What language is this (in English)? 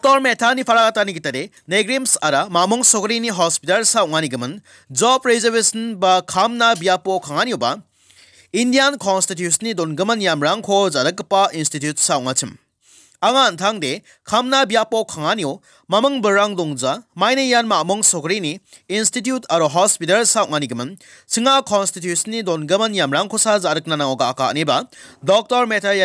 Garo